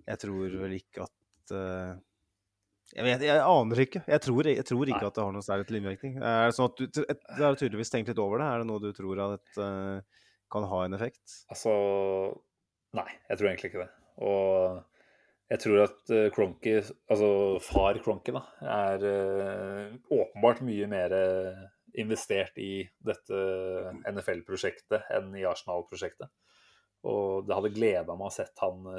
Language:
Norwegian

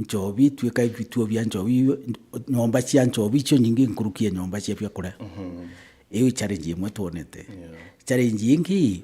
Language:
Meru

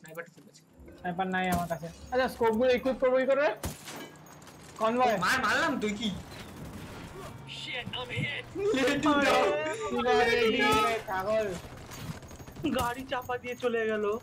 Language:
Bangla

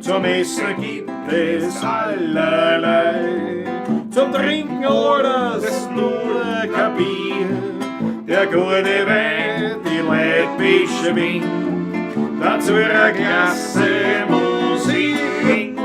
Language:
Bavarian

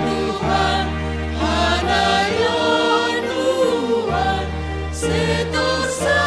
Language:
Batak Simalungun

